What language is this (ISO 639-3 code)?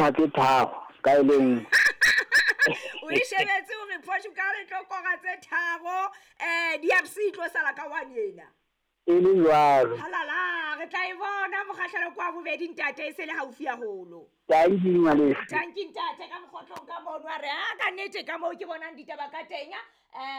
sot